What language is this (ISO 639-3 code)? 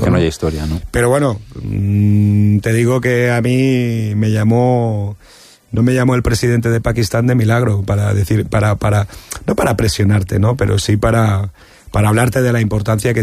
spa